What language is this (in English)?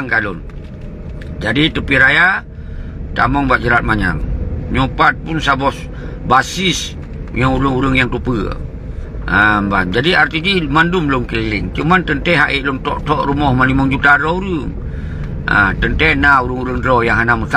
Achinese